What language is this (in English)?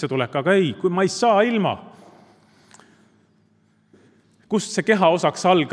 Estonian